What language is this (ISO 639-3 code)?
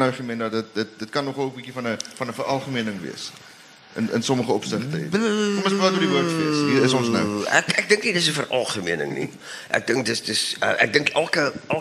afr